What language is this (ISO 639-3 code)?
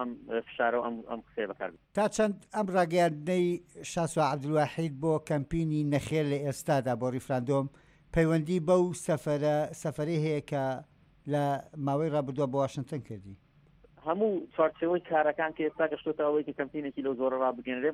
ckb